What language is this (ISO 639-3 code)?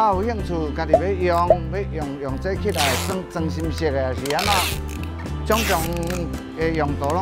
nan